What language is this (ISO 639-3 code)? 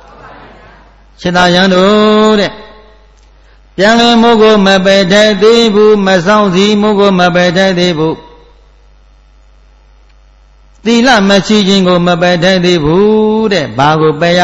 mya